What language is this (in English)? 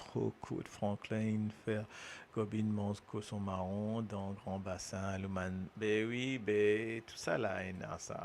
Morisyen